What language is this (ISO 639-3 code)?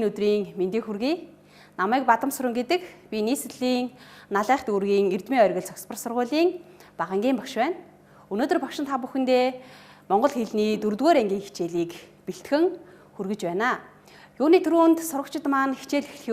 mon